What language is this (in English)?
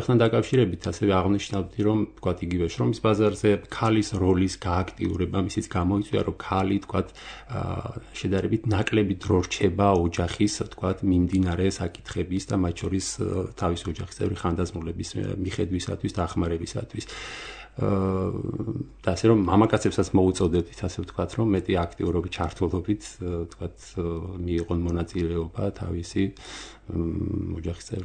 Georgian